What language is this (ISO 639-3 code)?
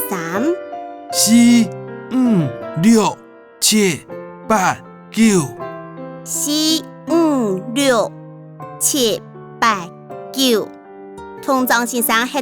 hak